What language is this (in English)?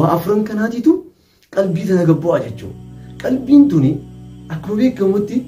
Oromo